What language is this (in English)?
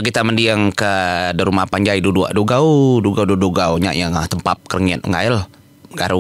Iban